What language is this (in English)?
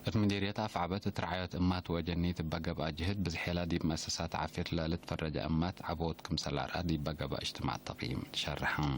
Tigre